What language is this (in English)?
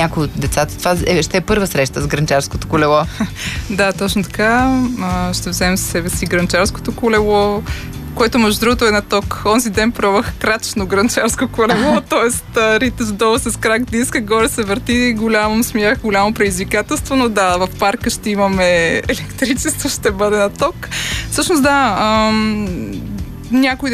Bulgarian